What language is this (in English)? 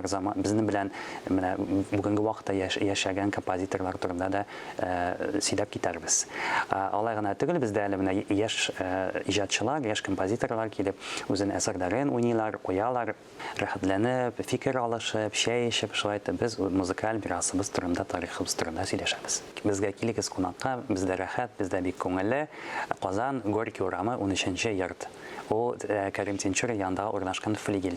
Tatar